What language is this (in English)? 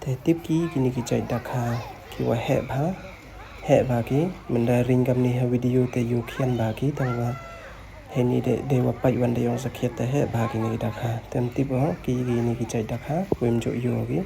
Pnar